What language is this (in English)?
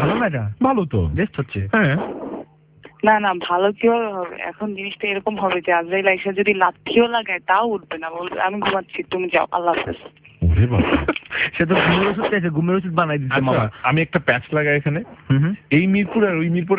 Bangla